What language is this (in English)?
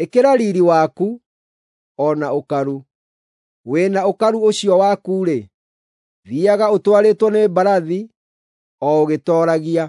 Kikuyu